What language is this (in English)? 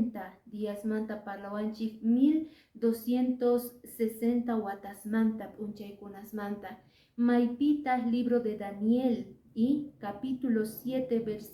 Quechua